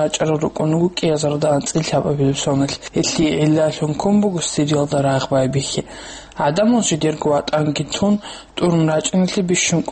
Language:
Avaric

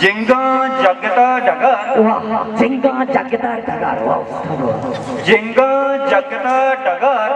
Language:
Baluchi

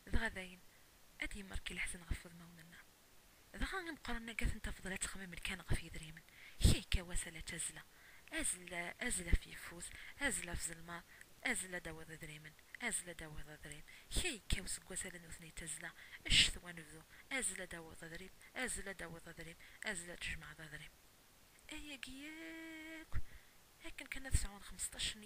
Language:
Kabyle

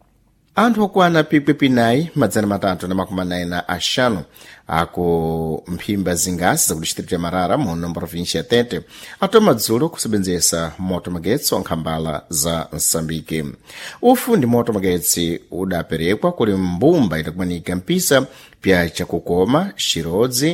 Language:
Sena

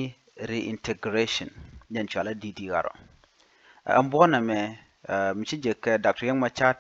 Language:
Nuer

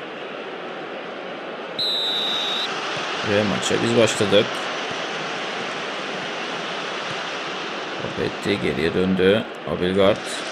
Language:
Turkish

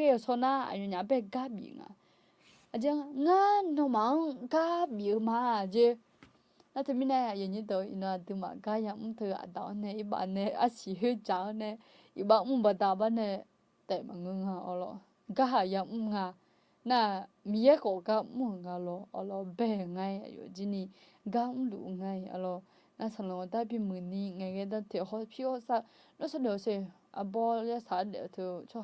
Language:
Akha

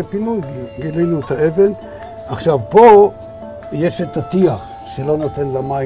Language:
Hebrew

